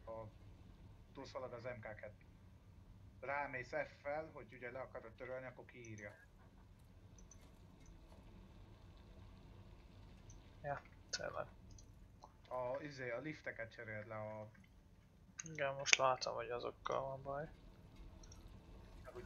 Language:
Hungarian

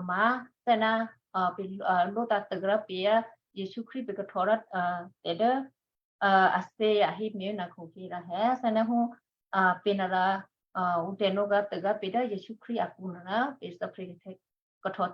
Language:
Western Kayah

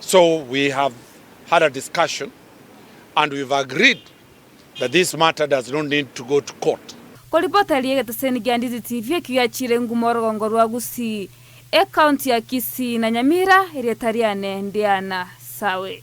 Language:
Gusii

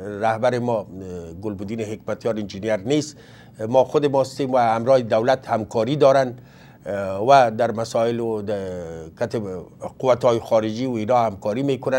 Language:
Persian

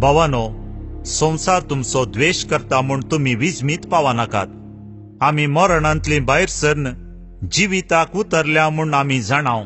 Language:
Konkani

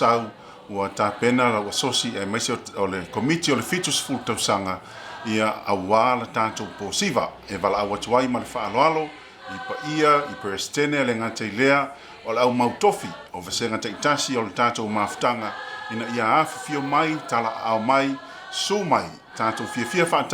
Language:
Samoan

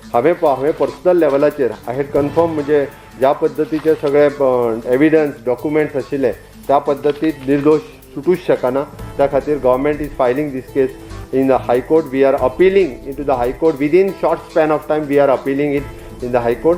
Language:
Konkani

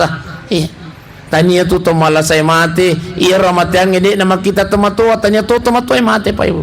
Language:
Buginese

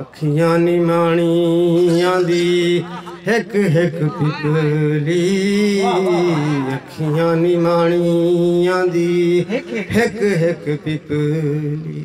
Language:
Saraiki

